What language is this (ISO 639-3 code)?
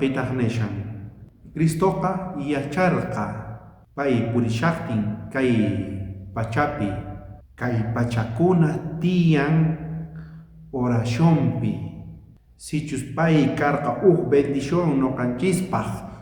quh